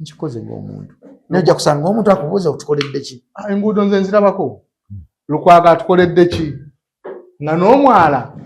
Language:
Ganda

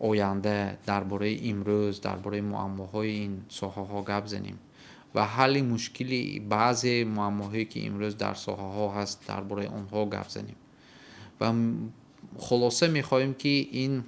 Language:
Tajik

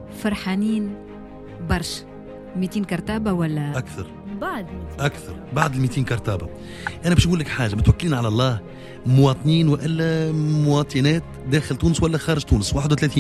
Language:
Tunisian Arabic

